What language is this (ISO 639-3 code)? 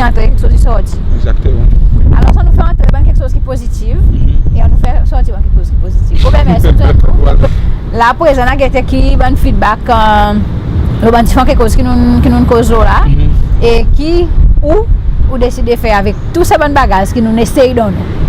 crs